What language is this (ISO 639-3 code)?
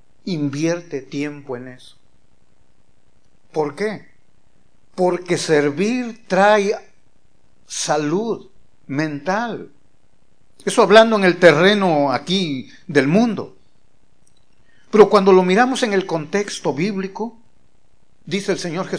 spa